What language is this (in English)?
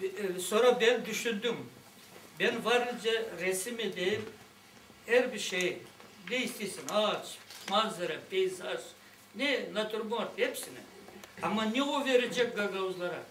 Gagauz